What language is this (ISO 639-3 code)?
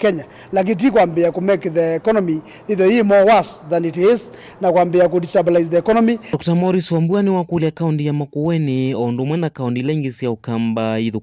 kam